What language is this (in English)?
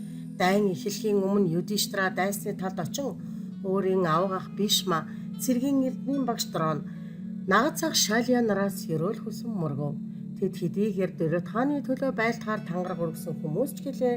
Mongolian